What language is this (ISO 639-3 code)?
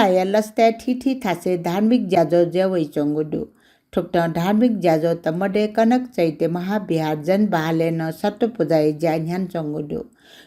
new